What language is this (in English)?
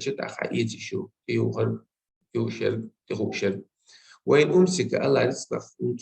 Chechen